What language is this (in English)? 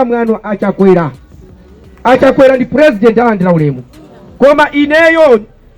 Nyanja